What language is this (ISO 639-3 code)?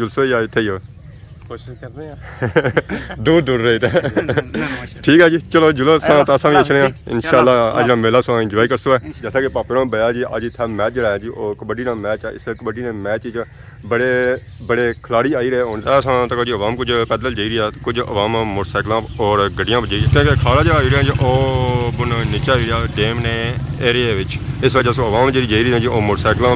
phr